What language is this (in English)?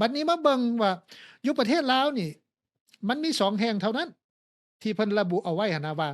Lao